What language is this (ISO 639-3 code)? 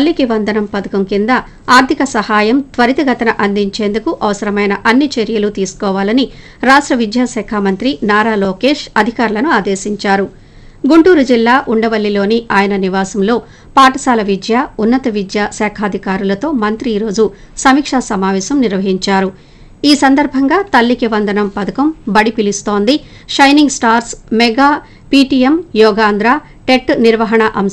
tel